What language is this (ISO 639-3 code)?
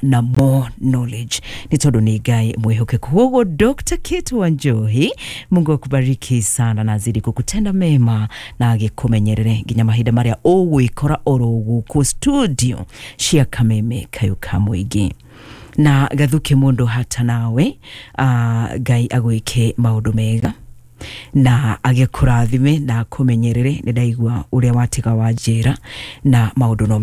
kik